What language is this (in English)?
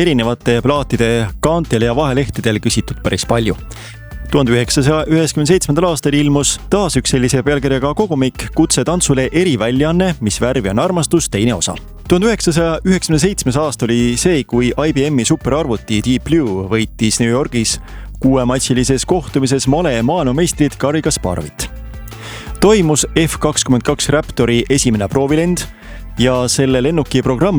Estonian